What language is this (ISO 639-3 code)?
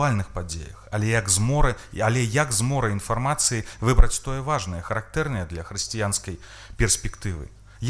bel